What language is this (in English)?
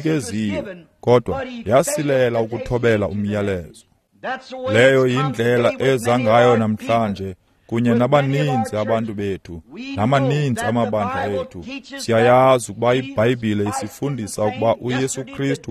Xhosa